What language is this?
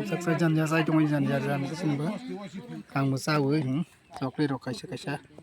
Kok Borok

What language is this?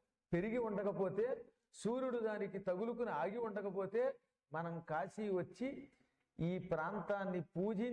Telugu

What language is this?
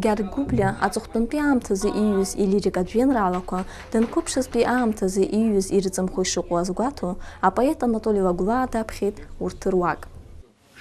Abkhazian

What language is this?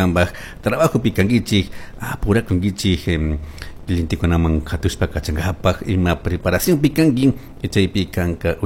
Chimborazo Highland Quichua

